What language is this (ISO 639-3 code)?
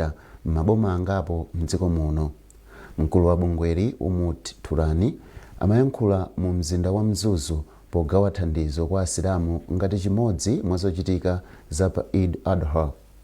nya